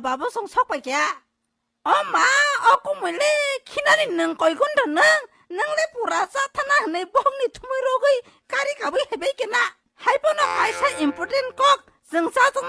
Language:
Kok Borok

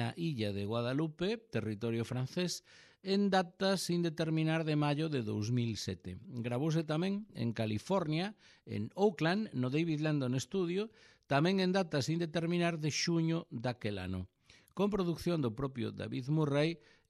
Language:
Galician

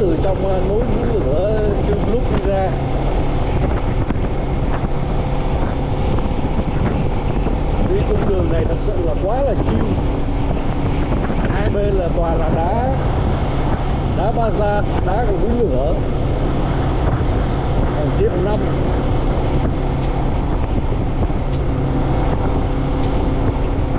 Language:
Vietnamese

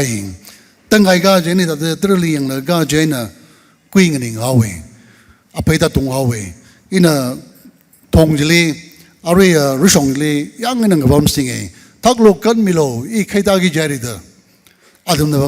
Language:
Tangkhul Naga (India)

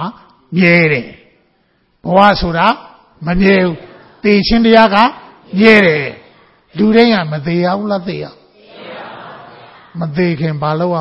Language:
Burmese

